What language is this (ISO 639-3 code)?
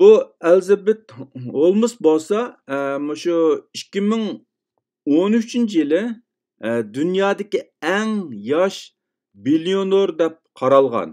uig